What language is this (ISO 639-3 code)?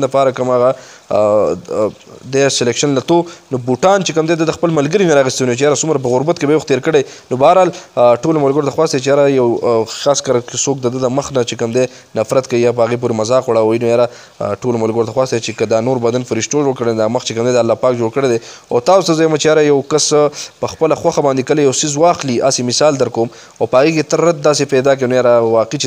pus